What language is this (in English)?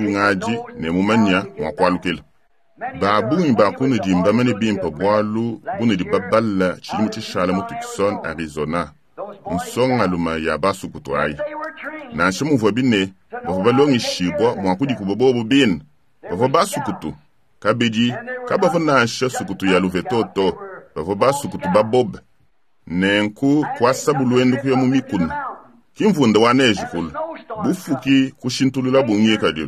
Luba-Lulua